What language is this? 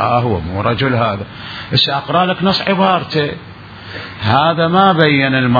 Mesopotamian Arabic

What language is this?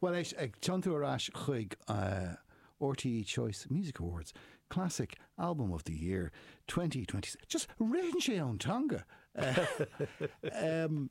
Irish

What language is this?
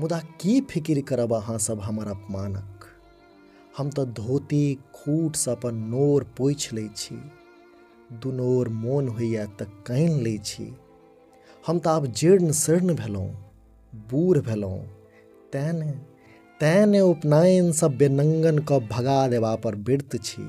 Maithili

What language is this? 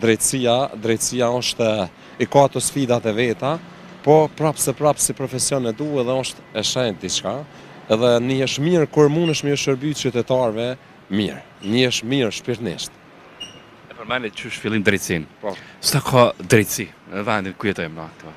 Albanian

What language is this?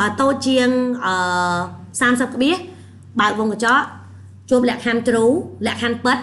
Khmer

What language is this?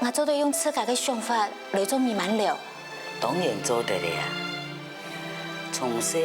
Hakka Chinese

